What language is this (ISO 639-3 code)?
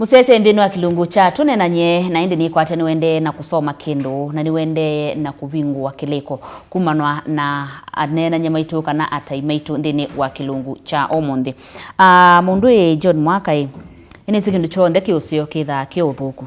kam